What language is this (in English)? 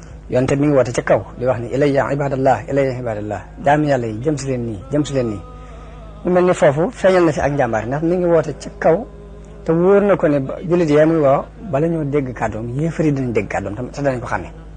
Wolof